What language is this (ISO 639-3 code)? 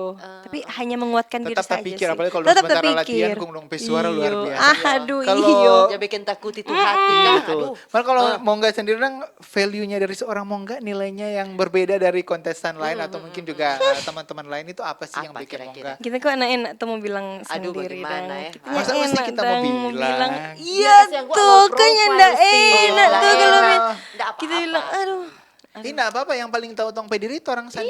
xmm